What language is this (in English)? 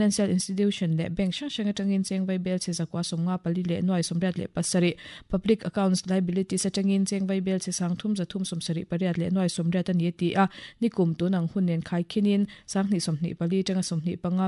Mizo